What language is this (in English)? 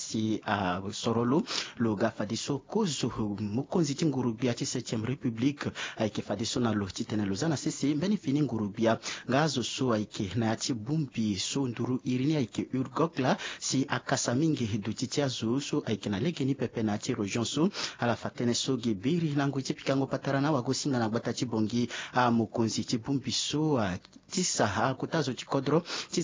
Sango